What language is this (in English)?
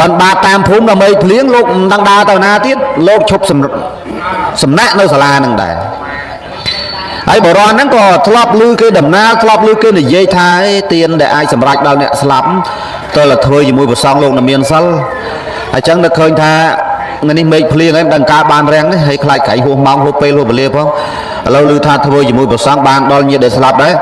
Khmer